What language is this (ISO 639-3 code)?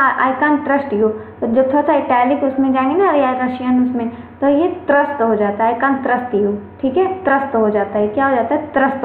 hin